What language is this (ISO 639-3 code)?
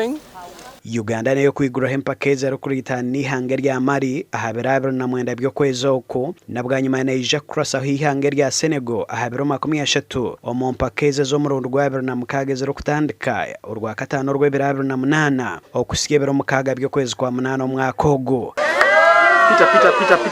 nyn